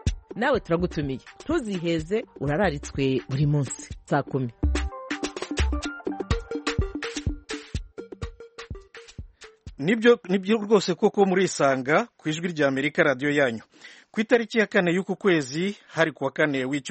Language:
Kinyarwanda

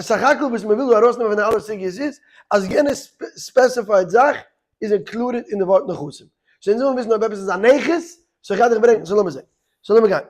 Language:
Yiddish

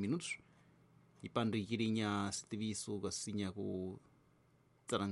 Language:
Tsonga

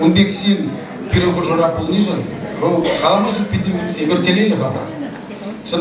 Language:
Chuvash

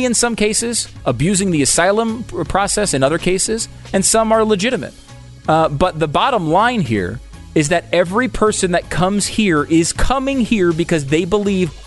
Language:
English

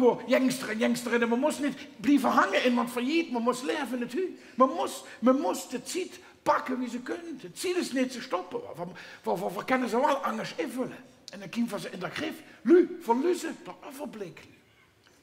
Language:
Limburgish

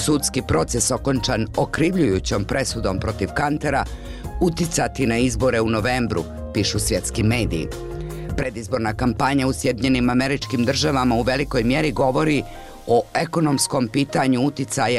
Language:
Bosnian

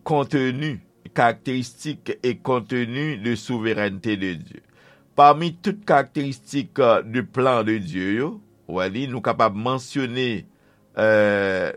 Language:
Haitian Creole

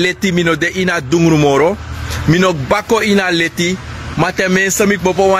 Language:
Sranan Tongo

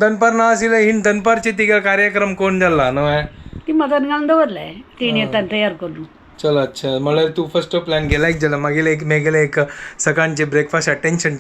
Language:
Konkani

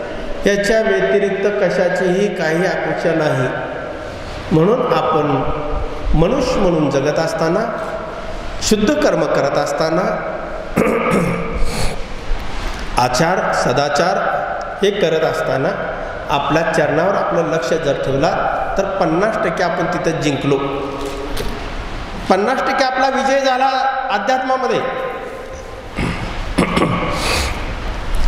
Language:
Marathi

